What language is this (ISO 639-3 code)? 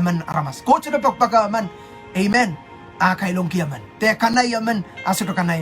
pon